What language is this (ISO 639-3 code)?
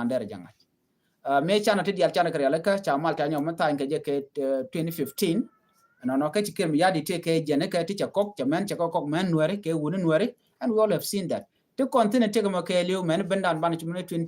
nus